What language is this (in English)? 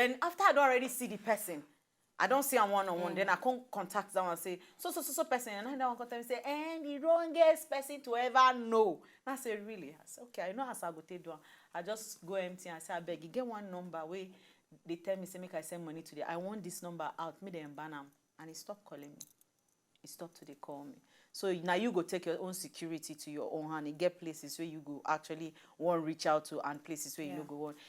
Nigerian Pidgin